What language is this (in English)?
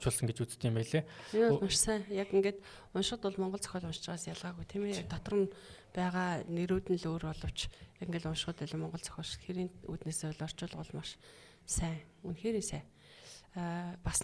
Mongolian